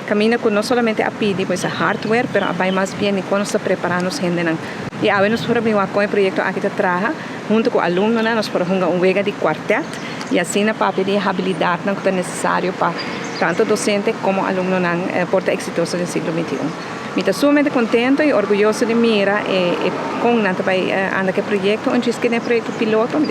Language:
Papiamento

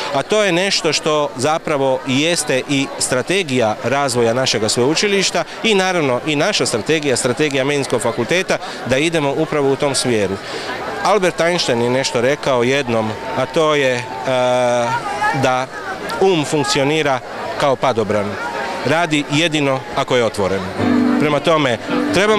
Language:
Croatian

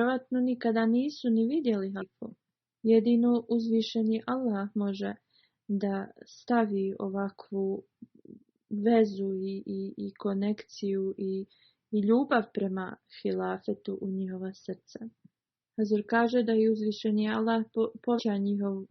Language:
Bosnian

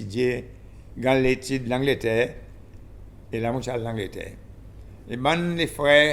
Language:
Seselwa Creole French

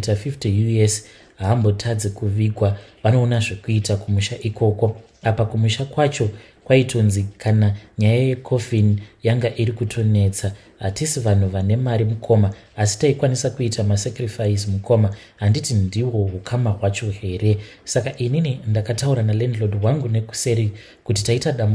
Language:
Shona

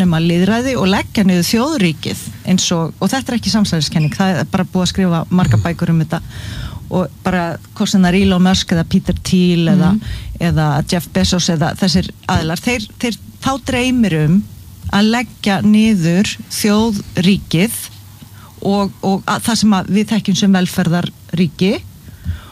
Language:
Icelandic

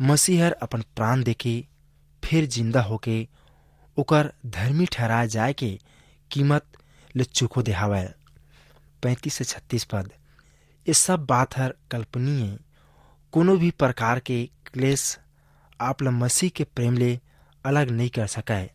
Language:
Chhattisgarhi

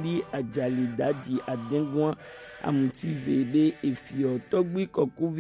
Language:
Gen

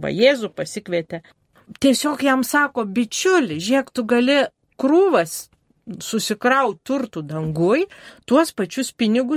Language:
Lithuanian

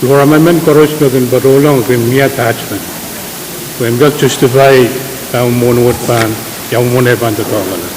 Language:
Pohnpeian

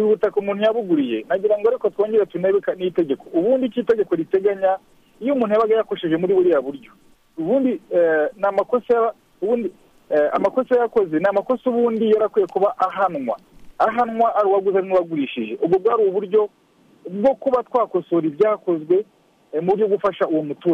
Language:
Kinyarwanda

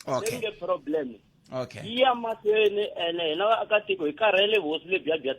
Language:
Tsonga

